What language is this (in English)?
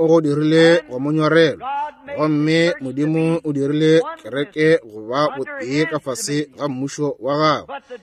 Northern Sotho